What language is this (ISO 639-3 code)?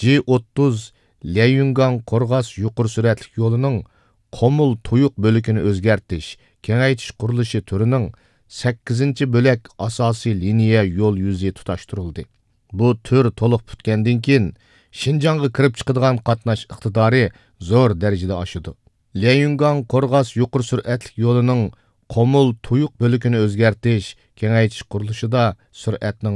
uig